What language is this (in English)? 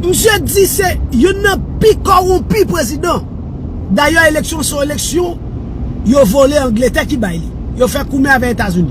Haitian Creole